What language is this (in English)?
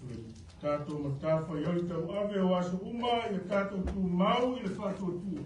Samoan